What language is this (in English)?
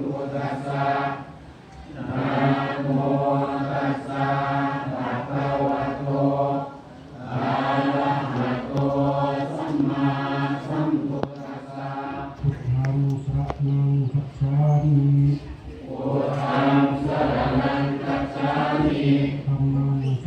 Pali